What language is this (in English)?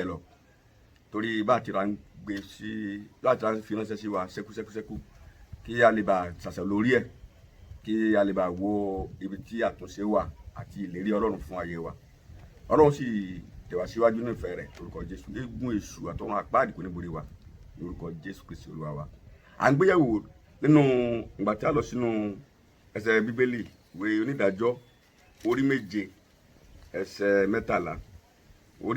Yoruba